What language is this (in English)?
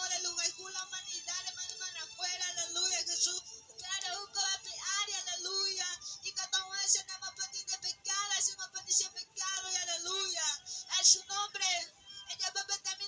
Guarani